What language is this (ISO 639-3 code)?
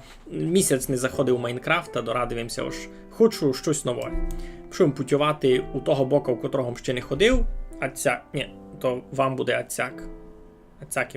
rue